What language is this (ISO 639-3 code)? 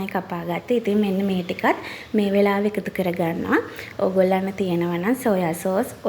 sin